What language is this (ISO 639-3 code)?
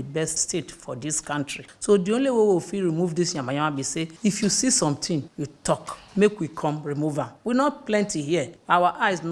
pcm